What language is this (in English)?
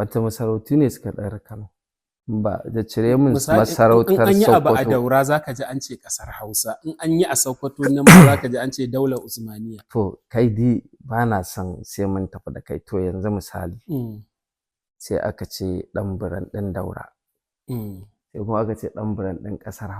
Hausa